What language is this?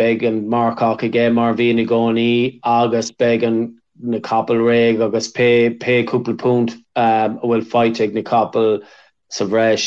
Irish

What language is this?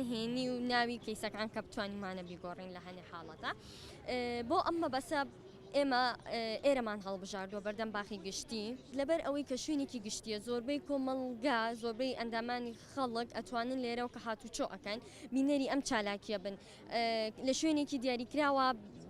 Central Kurdish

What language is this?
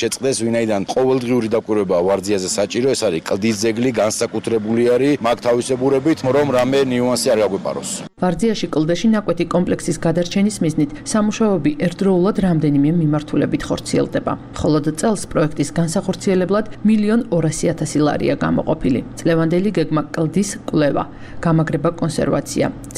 Georgian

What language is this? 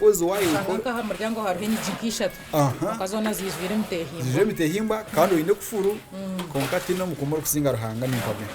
Nyankole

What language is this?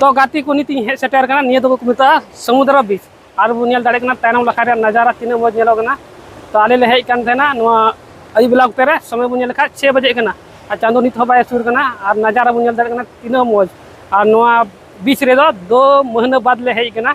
Santali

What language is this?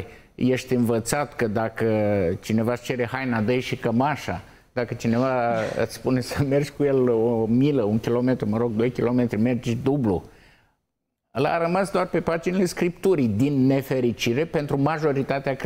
Romanian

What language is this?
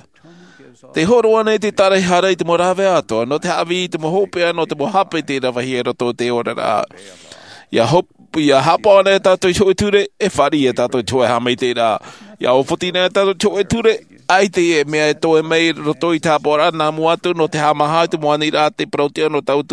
Tahitian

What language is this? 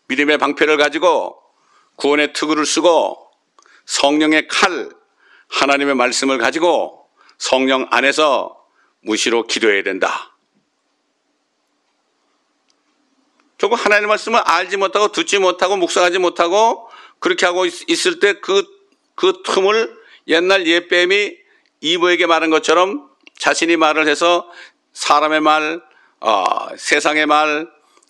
Korean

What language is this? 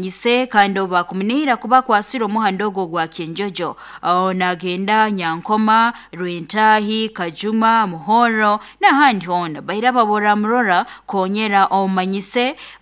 Nyoro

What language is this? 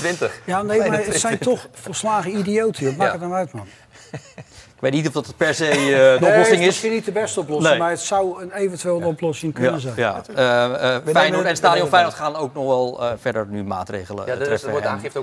Dutch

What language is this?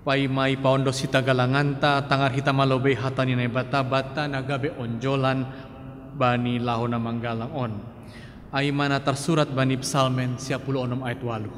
Batak Simalungun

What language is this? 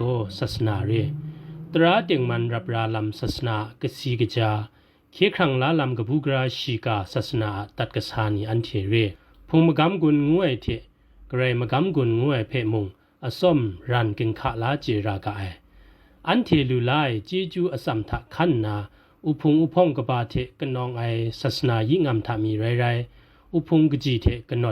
Kachin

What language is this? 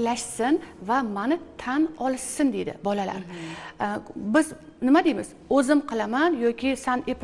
Uzbek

